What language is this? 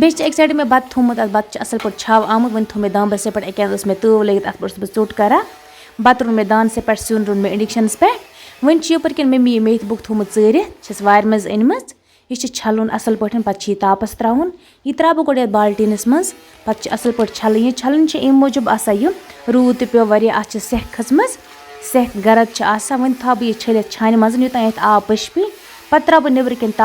Kashmiri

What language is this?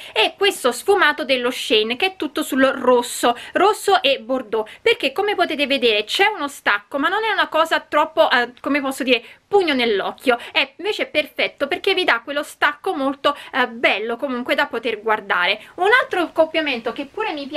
Italian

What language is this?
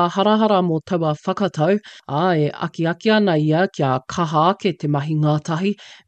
Māori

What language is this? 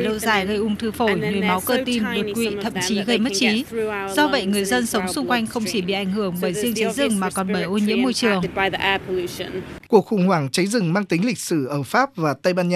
Vietnamese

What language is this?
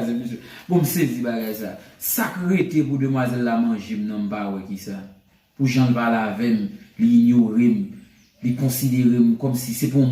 Haitian Creole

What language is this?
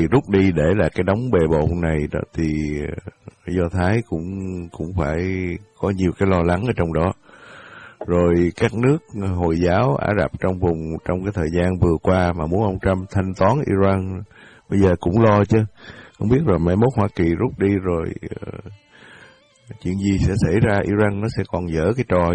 Vietnamese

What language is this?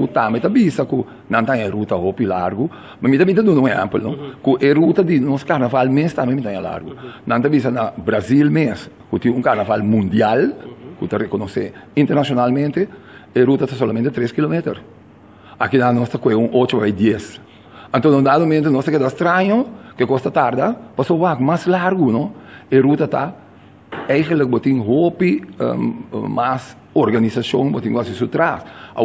Papiamento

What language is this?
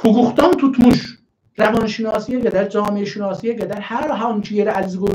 South Azerbaijani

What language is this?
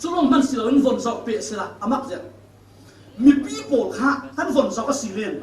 Falam Chin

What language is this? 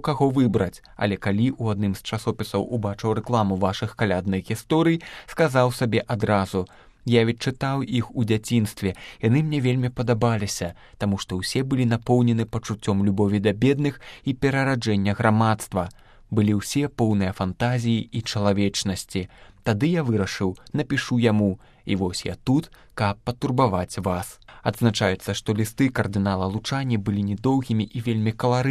Belarusian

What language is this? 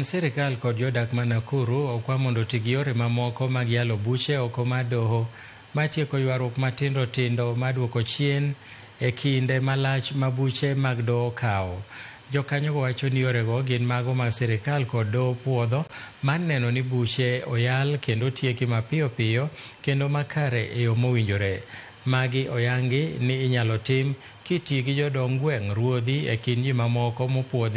Luo (Kenya and Tanzania)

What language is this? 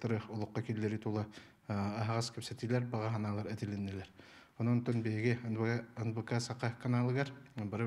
Yakut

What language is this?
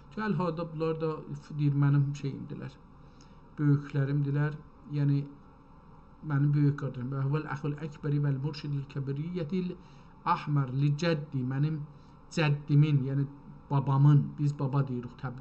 South Azerbaijani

